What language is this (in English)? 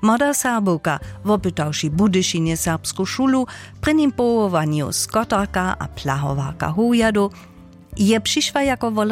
Upper Sorbian